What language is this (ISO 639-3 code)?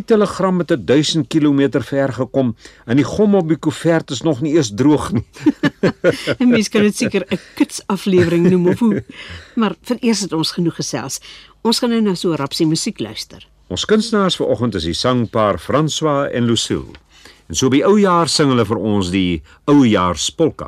afr